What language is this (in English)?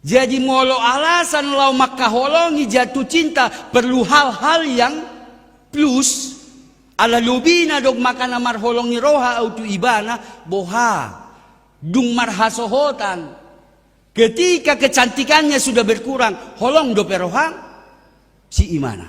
Batak Toba